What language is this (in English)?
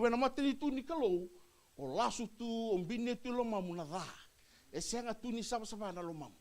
Fijian